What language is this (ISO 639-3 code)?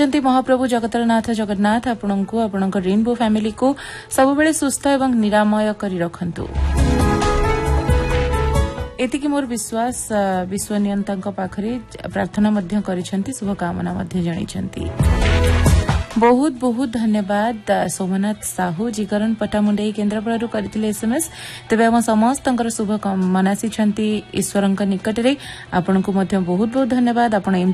ori